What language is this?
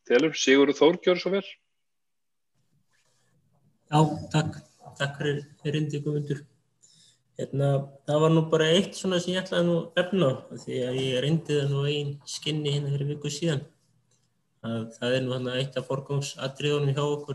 Icelandic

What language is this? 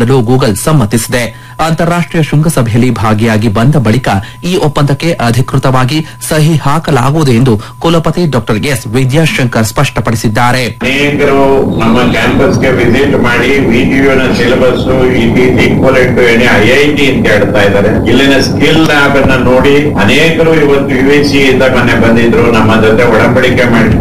Kannada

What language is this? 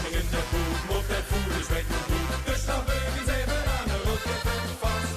Limburgish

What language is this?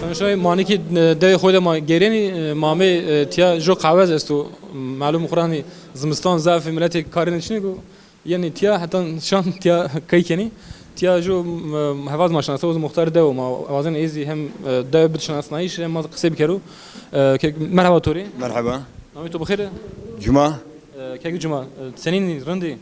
Zaza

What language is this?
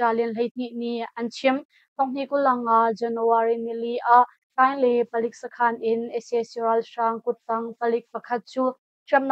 Hakha Chin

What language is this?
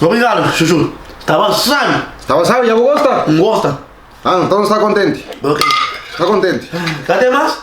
Kabuverdianu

